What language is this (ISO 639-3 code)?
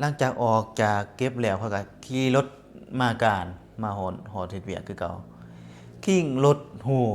lao